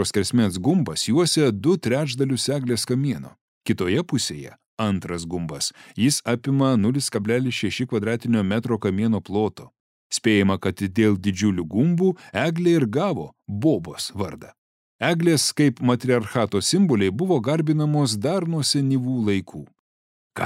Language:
Lithuanian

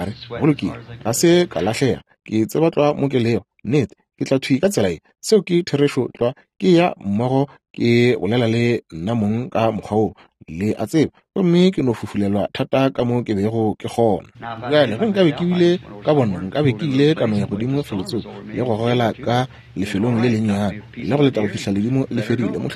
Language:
Northern Sotho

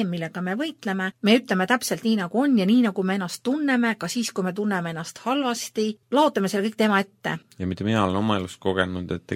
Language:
Estonian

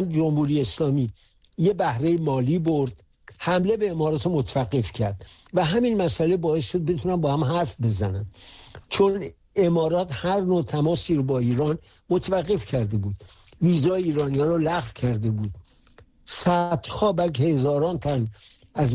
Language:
Persian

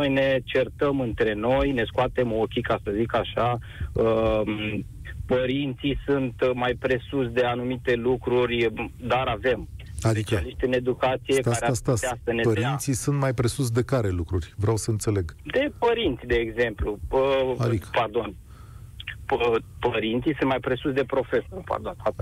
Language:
Romanian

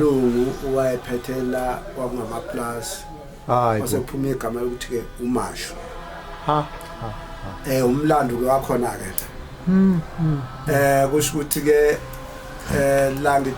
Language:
Zulu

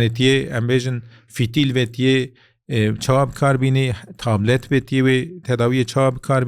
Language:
Kurdish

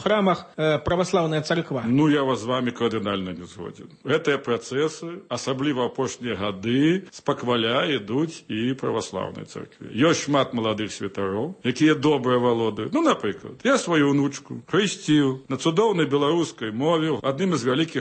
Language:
Belarusian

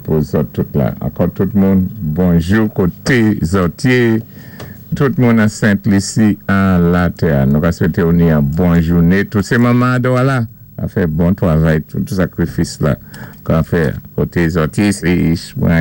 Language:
Saint Lucian Creole French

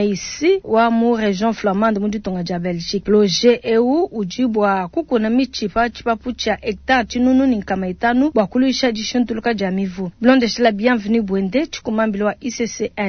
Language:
Luba-Lulua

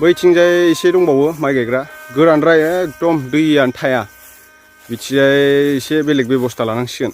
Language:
Bodo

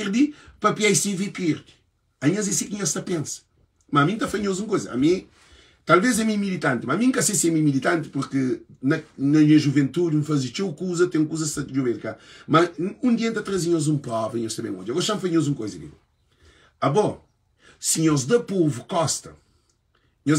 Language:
Kabuverdianu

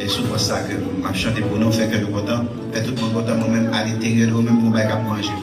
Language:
Haitian Creole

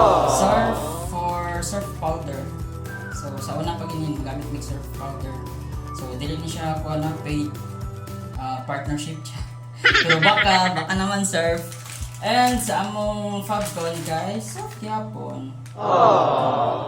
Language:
Cebuano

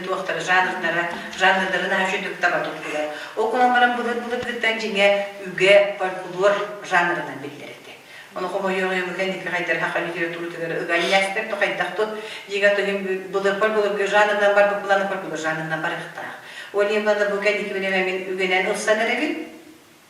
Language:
Yakut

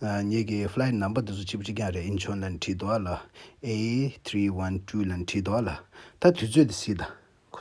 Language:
Tibetan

